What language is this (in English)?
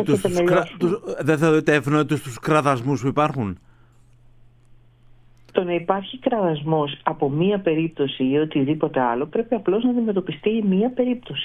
Greek